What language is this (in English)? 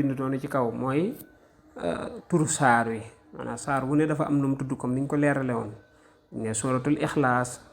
Wolof